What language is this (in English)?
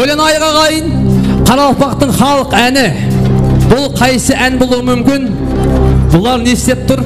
Kara-Kalpak